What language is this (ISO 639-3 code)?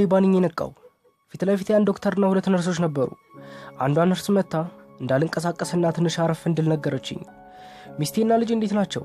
amh